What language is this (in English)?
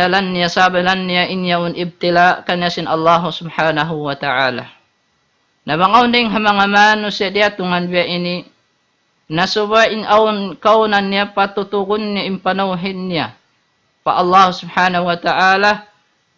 Tausug